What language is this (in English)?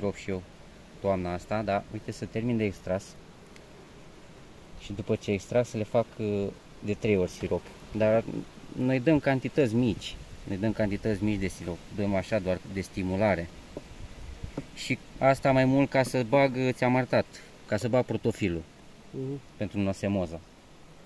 Romanian